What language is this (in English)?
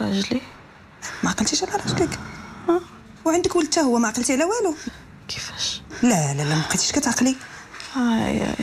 Moroccan Arabic